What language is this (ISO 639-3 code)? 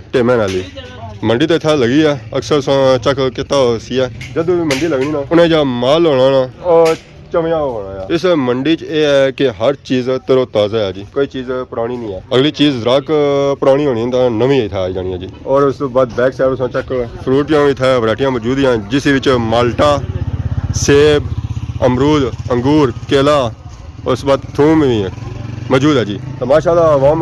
phr